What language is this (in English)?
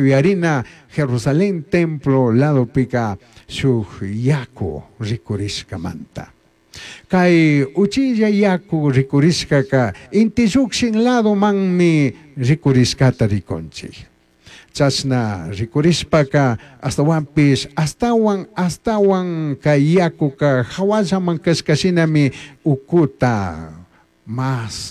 Chimborazo Highland Quichua